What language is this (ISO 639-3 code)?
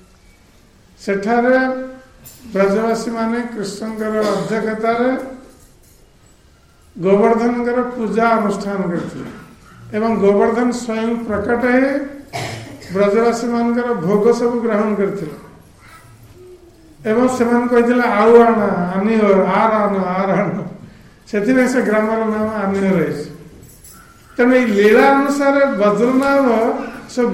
ori